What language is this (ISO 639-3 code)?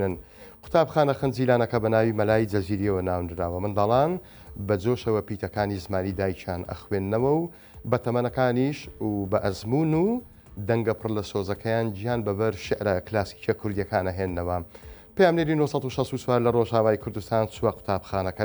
ckb